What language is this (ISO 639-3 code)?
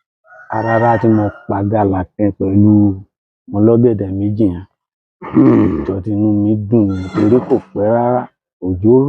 yor